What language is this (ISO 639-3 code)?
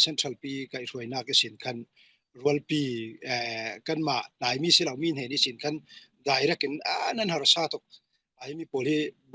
cfm